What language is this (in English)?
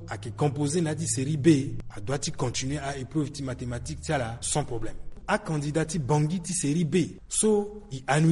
Sango